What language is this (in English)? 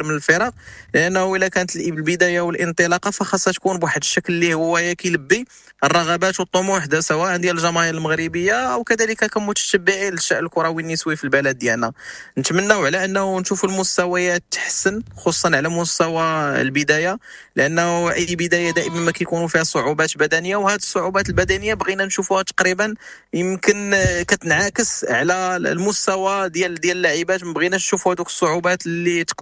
Moroccan Arabic